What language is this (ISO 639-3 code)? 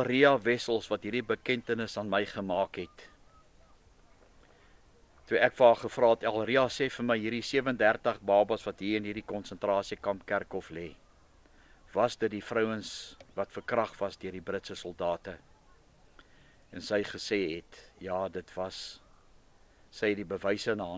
afr